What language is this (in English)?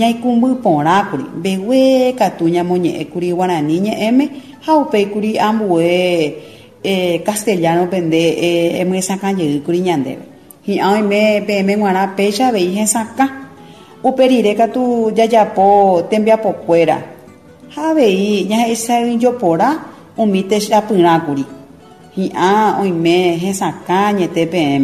Guarani